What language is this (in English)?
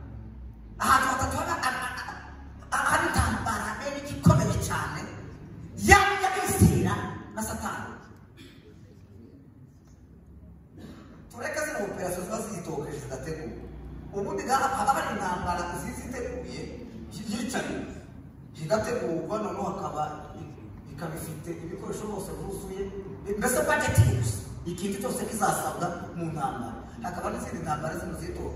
Kinyarwanda